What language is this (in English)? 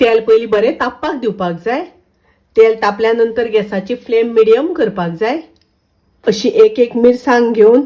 Konkani